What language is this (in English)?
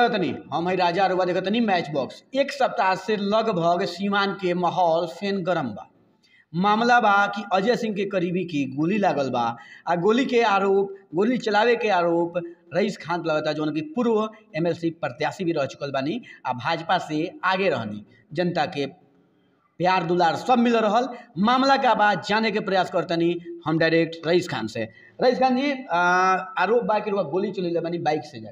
Bhojpuri